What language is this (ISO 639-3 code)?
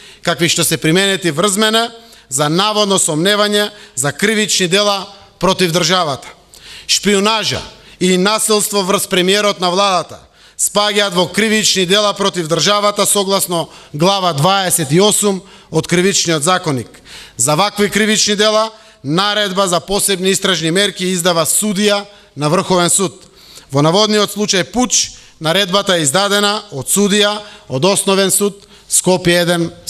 mkd